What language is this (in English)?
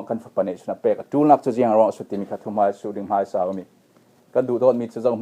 Falam Chin